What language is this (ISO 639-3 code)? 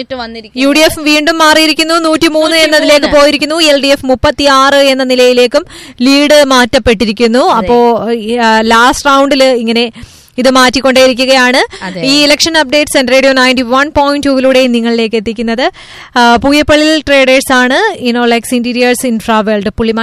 mal